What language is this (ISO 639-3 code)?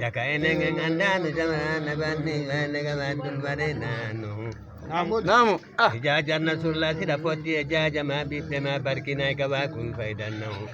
ful